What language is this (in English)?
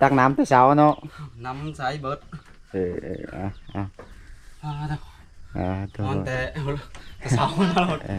Lao